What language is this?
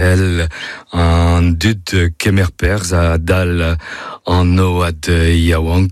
Breton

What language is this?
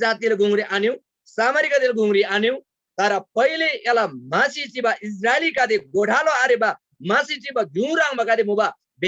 Eastern Tamang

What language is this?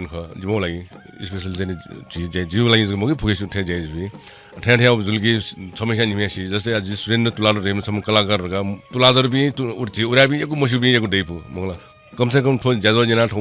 Newari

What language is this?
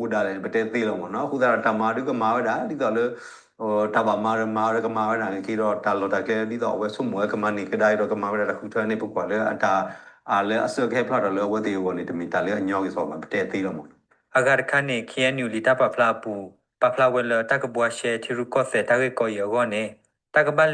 S'gaw Karen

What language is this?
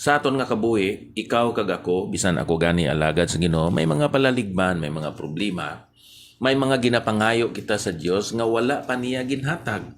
Hiligaynon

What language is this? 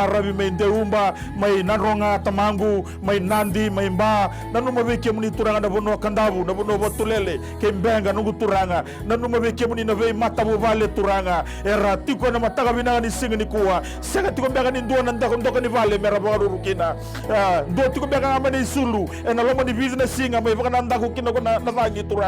Fijian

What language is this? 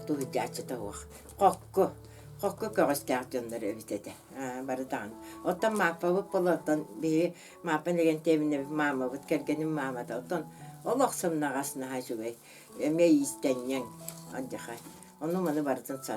Yakut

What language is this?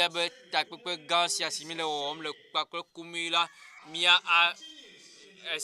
Ewe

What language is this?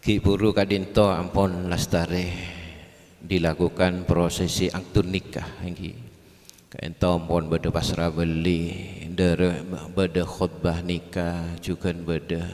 Madurese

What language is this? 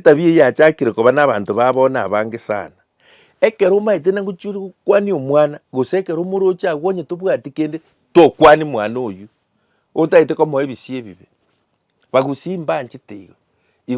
Gusii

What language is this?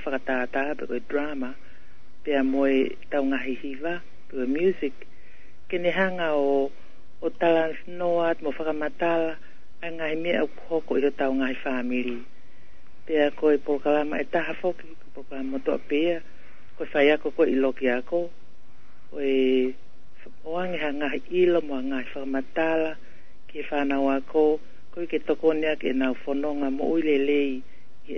Tongan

